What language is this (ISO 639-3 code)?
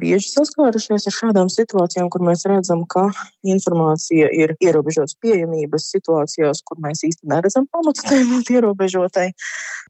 lav